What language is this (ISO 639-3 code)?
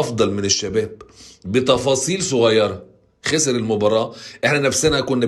arz